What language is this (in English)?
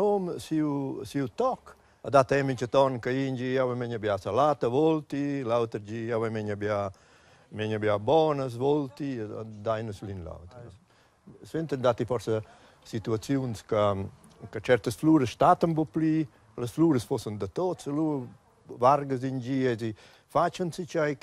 Romansh